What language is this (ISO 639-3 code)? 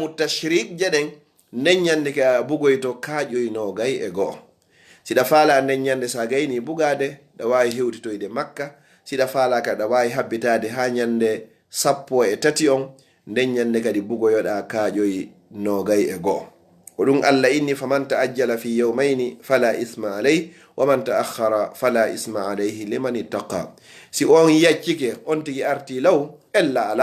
ful